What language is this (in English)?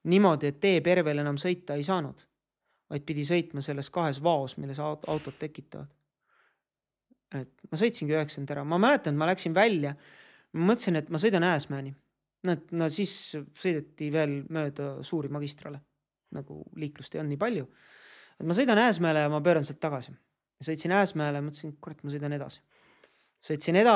Estonian